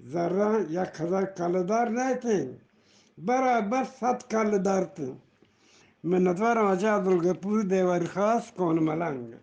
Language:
Eastern Balochi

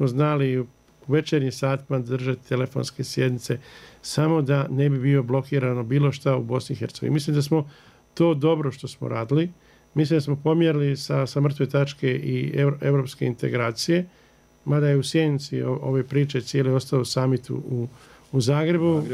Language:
Bosnian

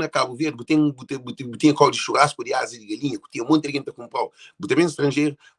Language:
Kabuverdianu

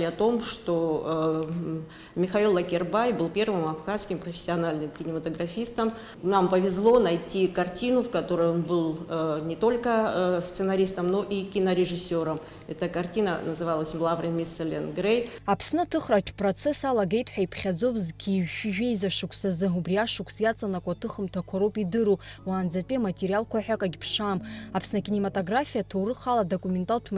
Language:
Abkhazian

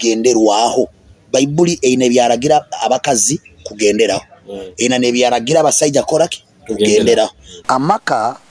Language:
Nyoro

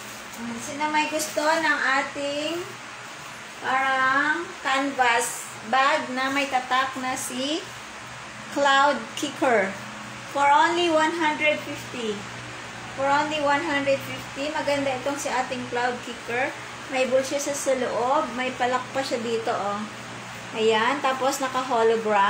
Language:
Filipino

